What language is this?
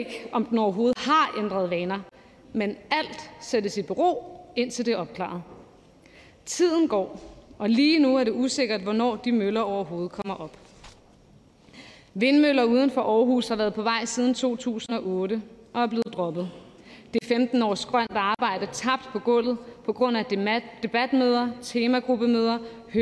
Danish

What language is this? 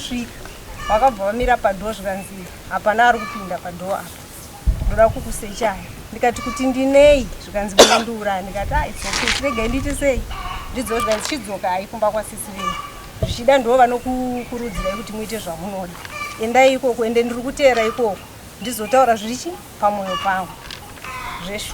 Shona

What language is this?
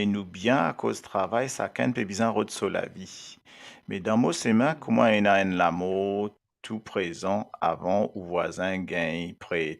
Morisyen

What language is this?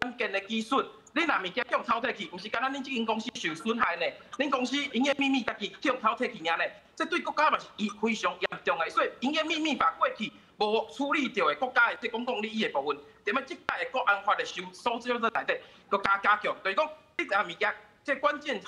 Min Nan Chinese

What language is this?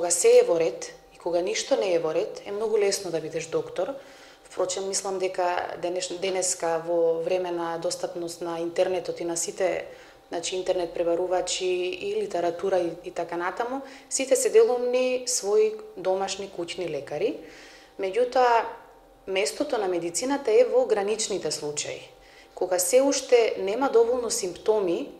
Macedonian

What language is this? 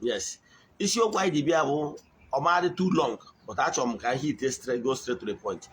Igbo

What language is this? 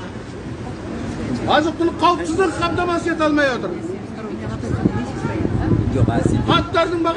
Kazakh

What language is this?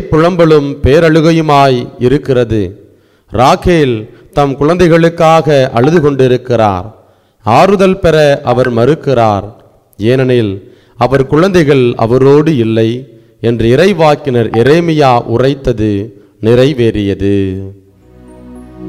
Tamil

